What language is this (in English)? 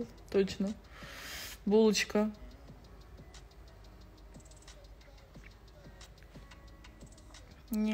Russian